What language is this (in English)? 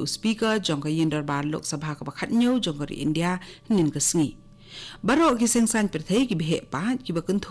Khasi